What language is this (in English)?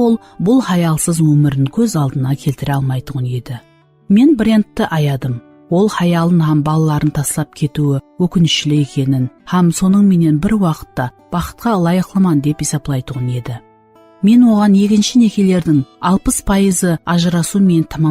Kara-Kalpak